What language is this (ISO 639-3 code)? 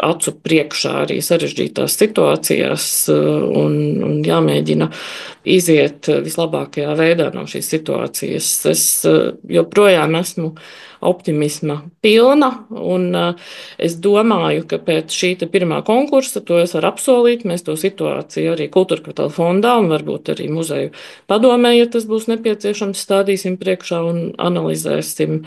lav